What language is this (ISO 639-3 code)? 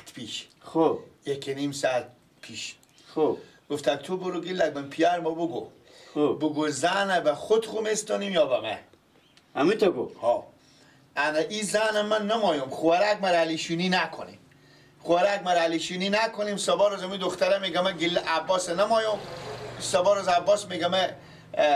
fas